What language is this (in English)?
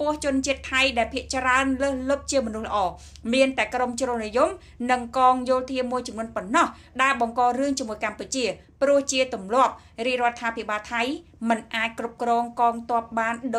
Khmer